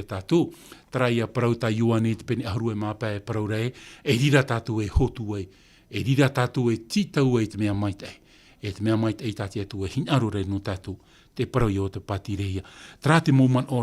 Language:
Tahitian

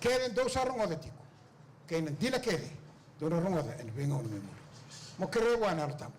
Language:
Fijian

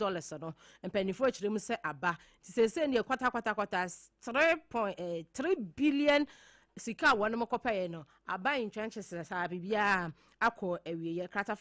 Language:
Akan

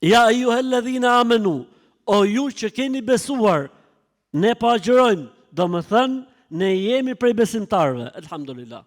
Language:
Albanian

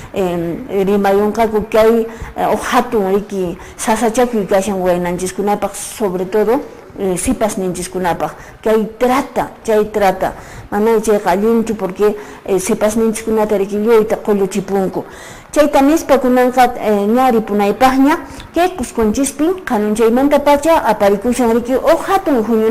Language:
Quechua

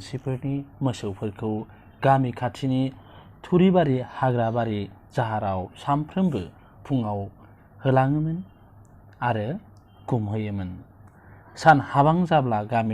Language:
Bodo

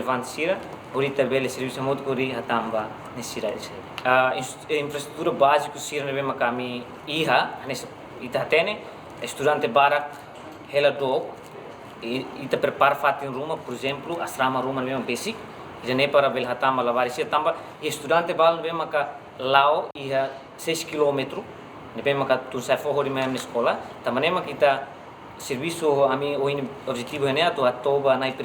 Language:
Tetum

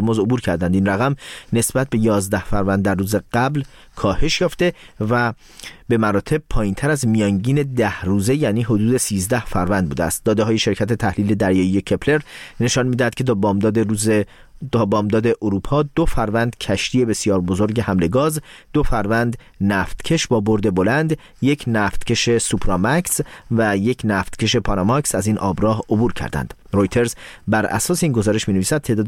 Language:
Persian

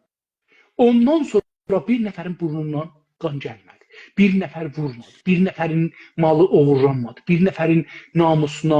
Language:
South Azerbaijani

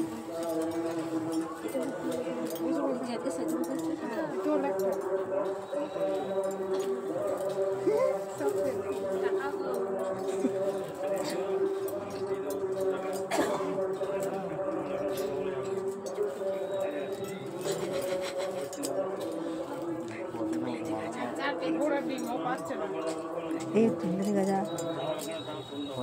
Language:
Bangla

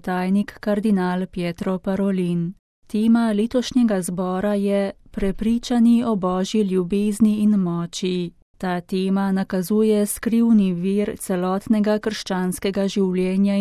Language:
Slovenian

